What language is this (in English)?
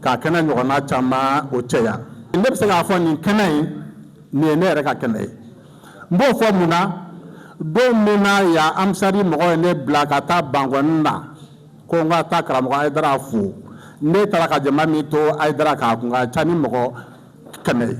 Bambara